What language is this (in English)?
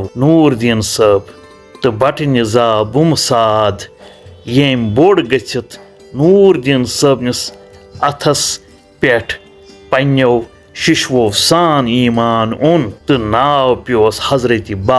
Kashmiri